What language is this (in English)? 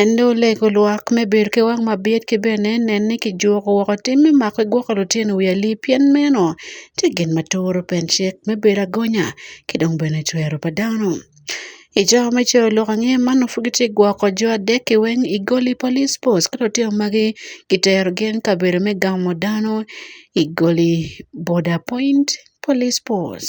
Acoli